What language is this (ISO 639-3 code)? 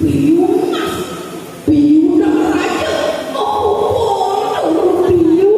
ban